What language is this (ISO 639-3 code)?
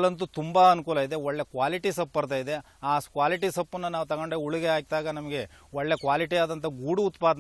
kan